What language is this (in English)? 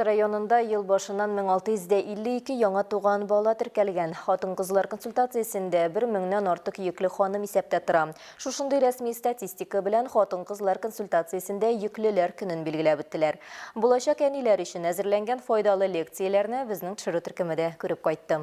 Tatar